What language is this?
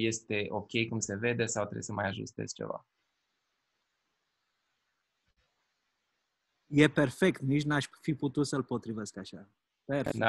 Romanian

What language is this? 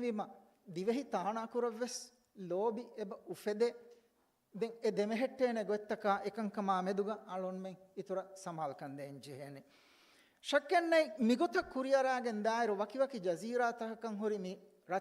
Divehi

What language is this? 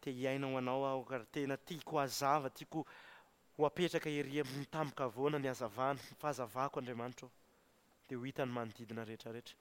Malagasy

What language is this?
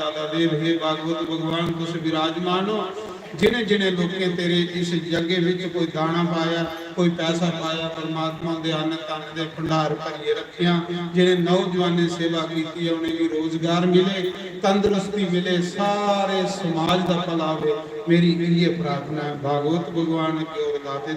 Dogri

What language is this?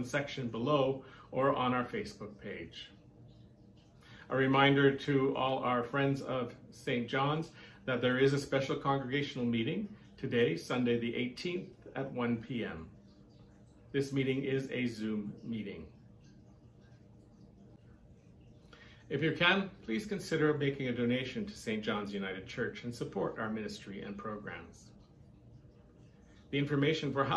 English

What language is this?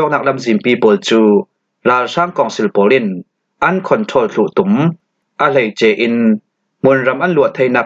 Falam Chin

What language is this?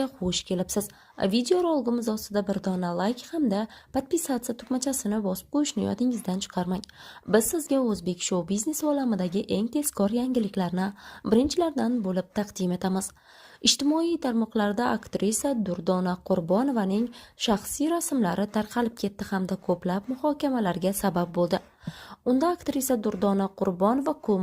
Uzbek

